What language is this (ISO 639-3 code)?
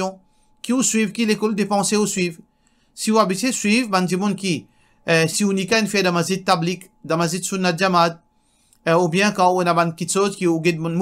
mfe